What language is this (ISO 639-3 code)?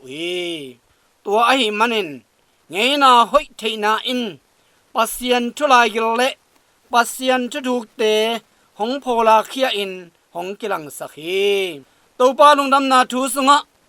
ctd